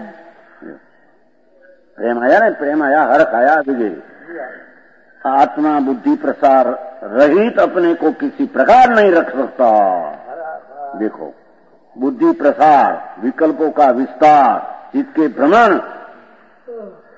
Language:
Hindi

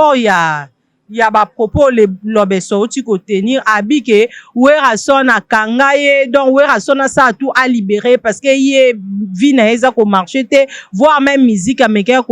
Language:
Lingala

